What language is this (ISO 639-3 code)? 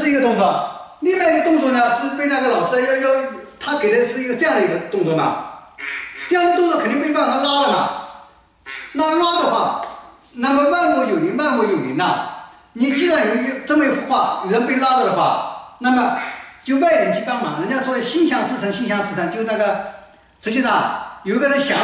zho